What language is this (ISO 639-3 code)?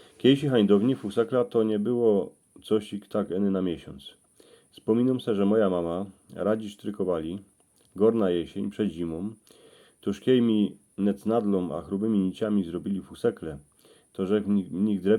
szl